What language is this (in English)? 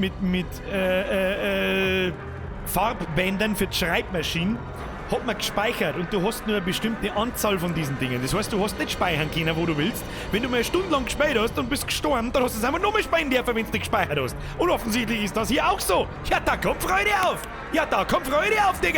Bavarian